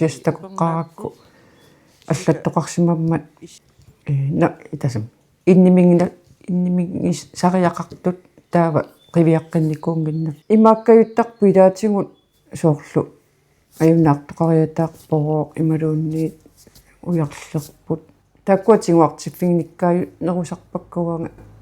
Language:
Kalaallisut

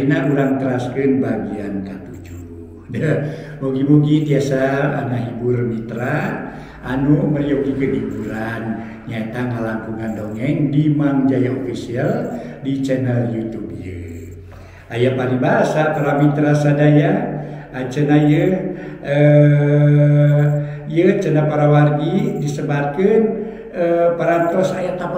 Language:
Sundanese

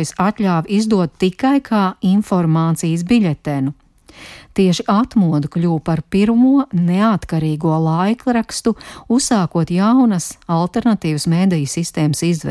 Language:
Latvian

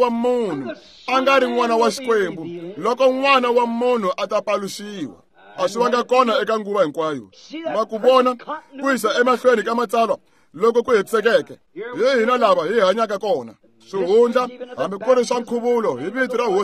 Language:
Tsonga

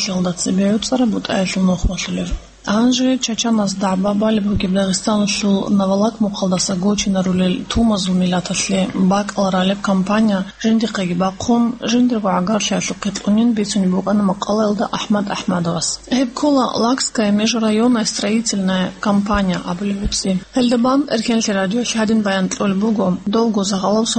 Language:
Avaric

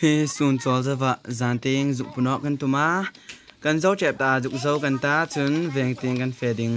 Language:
Hmar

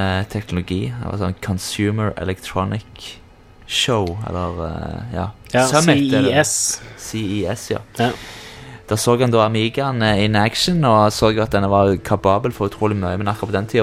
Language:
Norwegian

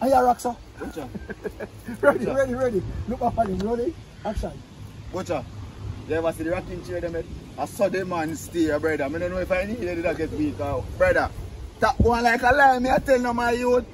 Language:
Jamaican Creole English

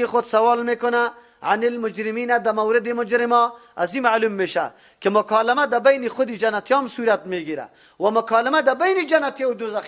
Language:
Persian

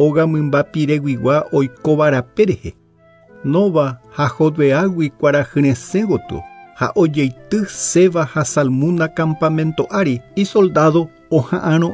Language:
Guarani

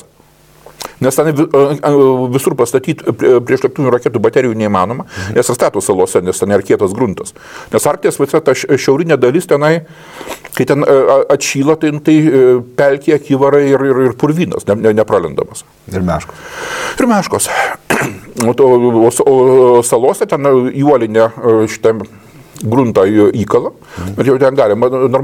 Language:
Lithuanian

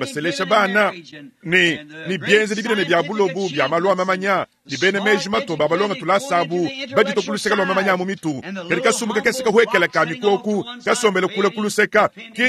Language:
Luba-Lulua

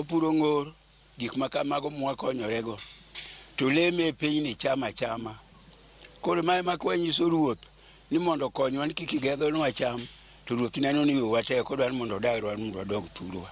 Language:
Luo (Kenya and Tanzania)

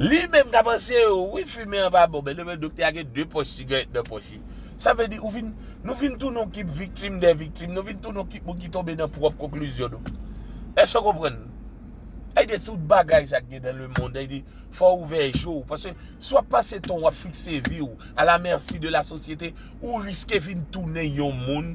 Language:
Haitian Creole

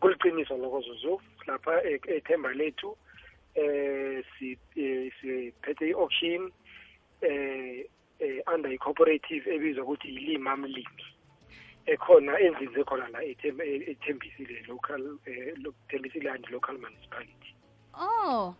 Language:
South Ndebele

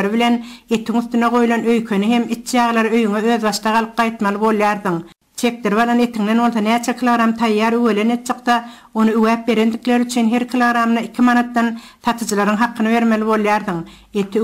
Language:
Turkmen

